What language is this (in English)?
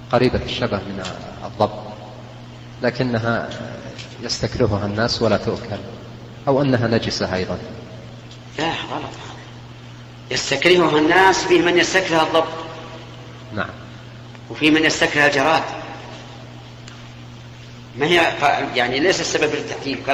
Arabic